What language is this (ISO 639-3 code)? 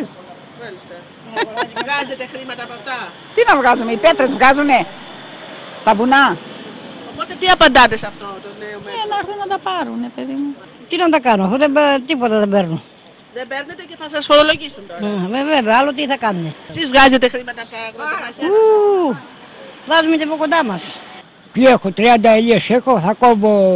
ell